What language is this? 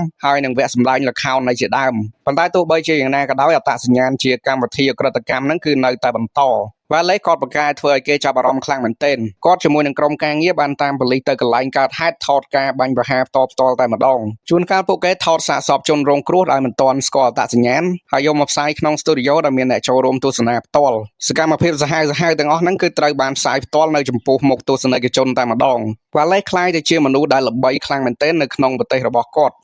Khmer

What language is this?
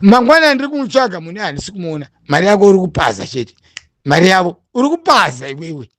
Shona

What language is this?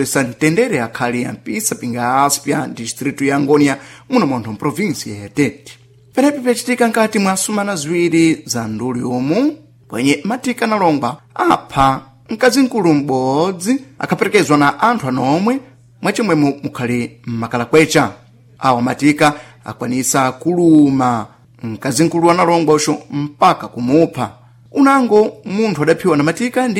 Sena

